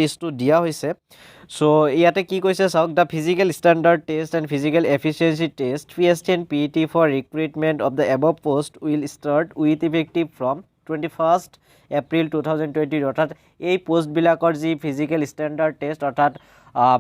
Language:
Assamese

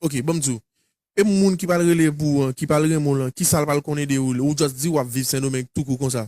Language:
Haitian Creole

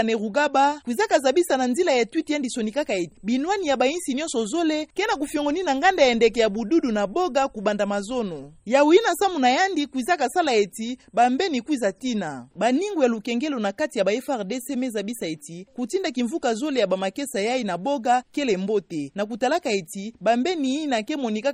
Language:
Kituba (Democratic Republic of Congo)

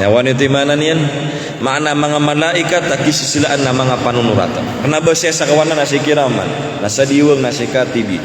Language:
Maranao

